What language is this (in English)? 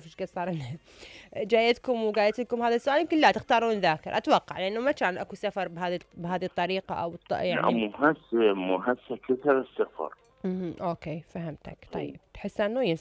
Mesopotamian Arabic